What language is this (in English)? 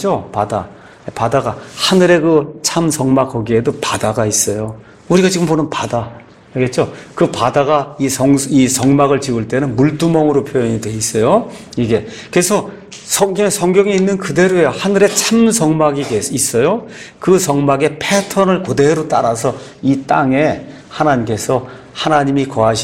Korean